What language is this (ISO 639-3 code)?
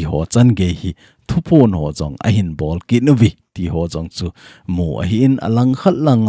tcz